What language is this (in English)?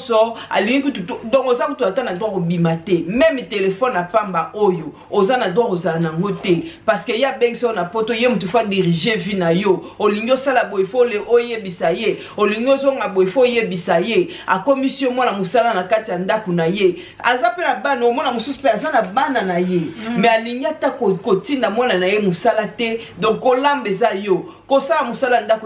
Lingala